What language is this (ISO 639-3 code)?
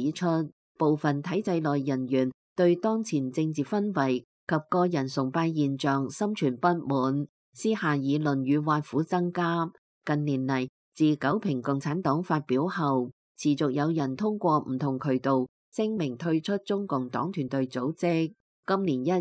yue